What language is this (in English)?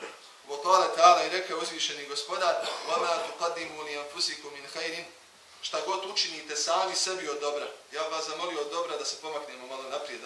Bosnian